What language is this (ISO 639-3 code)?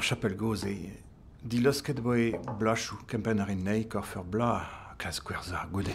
bre